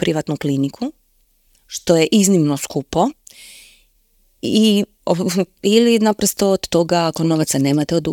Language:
Croatian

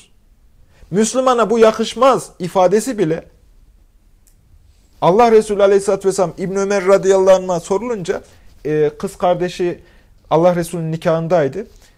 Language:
Turkish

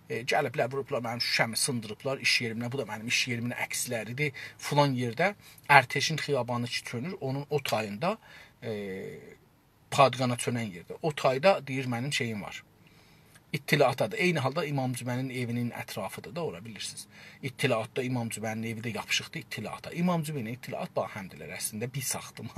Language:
South Azerbaijani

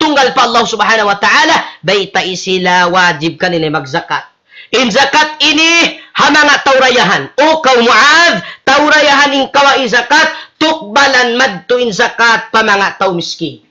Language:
Tausug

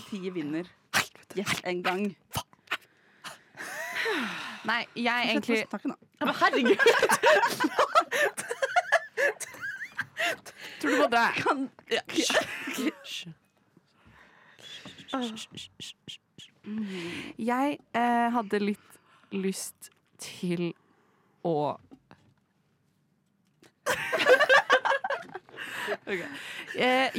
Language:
Norwegian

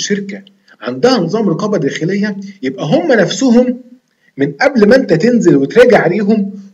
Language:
Egyptian Arabic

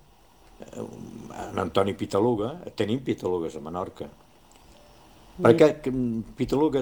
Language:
Catalan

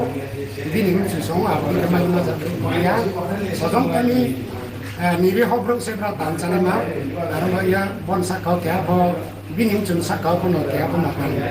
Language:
Riang (India)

